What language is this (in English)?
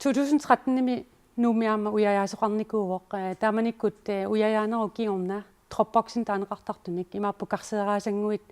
Kalaallisut